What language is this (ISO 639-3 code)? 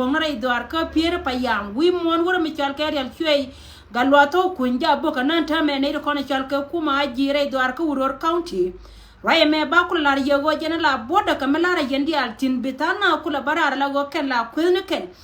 nus